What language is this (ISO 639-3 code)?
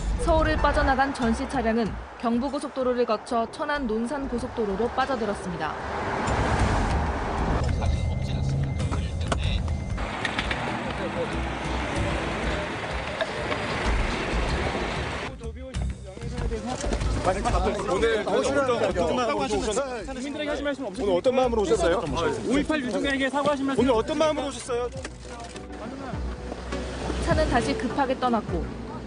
kor